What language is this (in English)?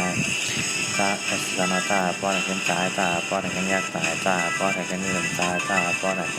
Shan